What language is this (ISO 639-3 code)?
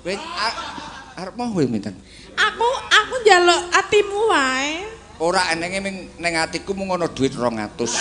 jav